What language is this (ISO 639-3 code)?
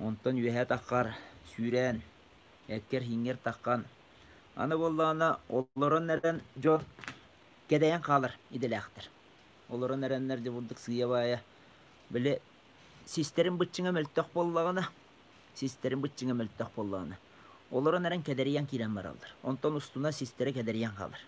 sah